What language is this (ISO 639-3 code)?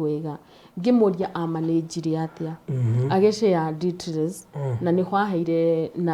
kik